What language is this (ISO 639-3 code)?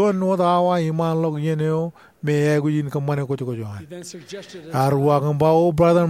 mah